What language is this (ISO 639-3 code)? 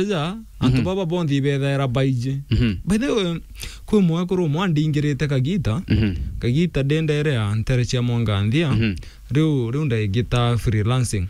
mer